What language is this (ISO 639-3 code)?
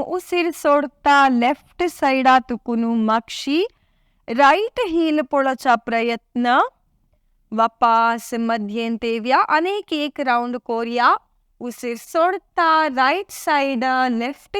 kok